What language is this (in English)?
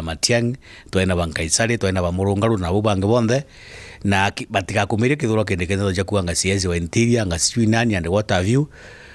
Meru